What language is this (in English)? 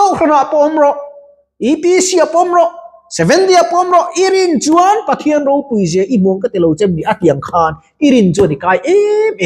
Mizo